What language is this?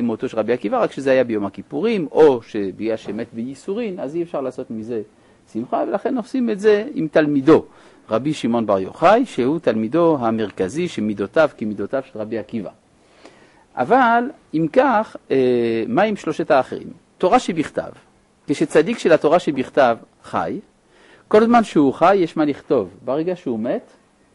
Hebrew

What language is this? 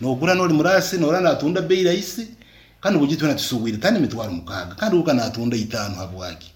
Nyoro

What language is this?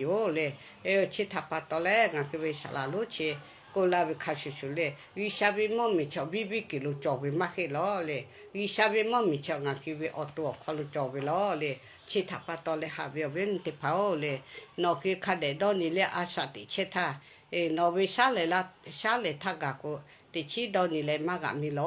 Lahu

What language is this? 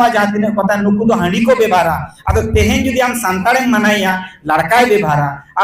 Santali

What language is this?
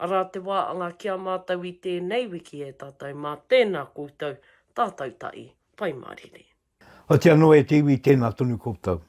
Māori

